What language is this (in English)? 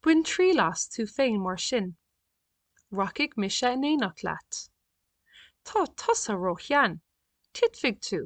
Irish